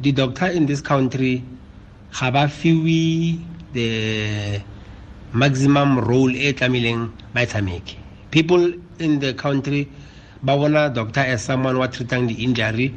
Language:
Tswana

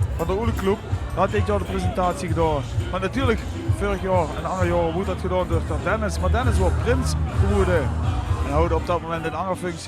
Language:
Limburgish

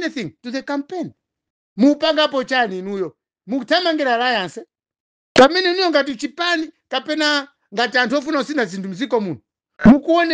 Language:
Nyanja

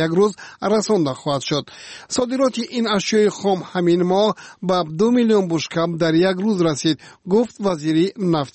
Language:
Tajik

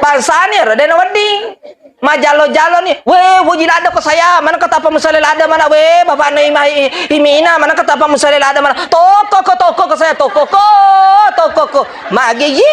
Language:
Buginese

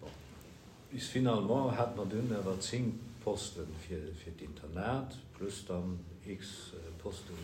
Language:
Luxembourgish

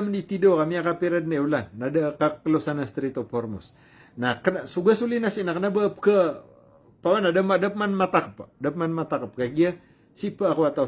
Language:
Maranao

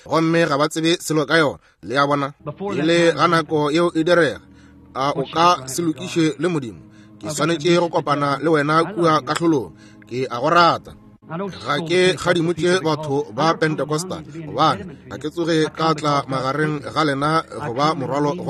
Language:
Northern Sotho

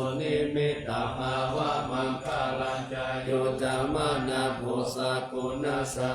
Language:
Pali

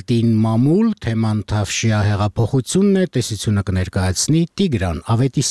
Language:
Armenian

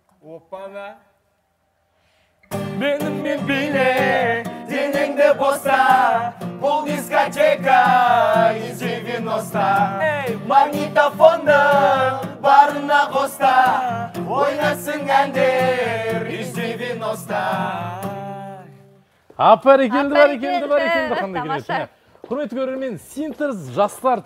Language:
Kazakh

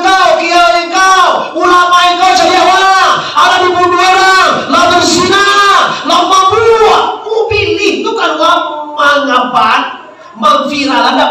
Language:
Minangkabau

